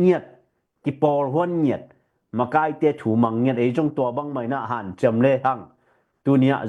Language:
Tedim Chin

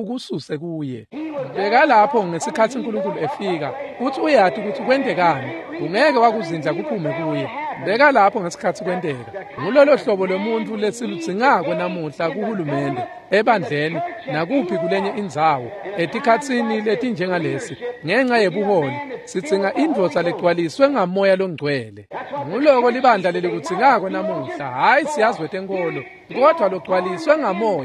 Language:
Swati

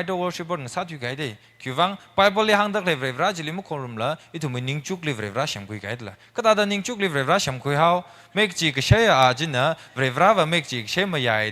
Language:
Tangkhul Naga (India)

